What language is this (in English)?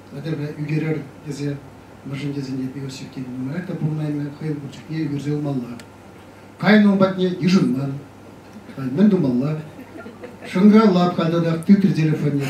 Chuvash